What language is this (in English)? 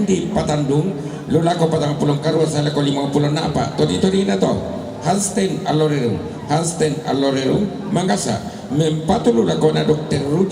Toraja-Sa'dan